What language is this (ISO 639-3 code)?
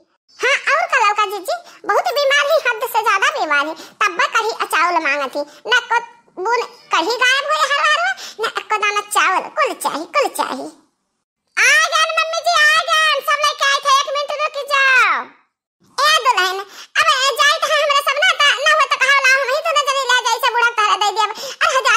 awa